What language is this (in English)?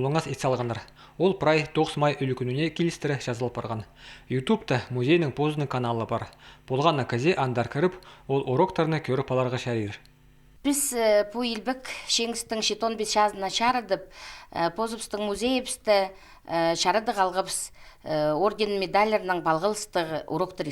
Khakas